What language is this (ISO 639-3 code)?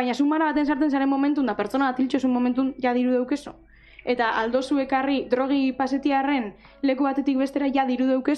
eus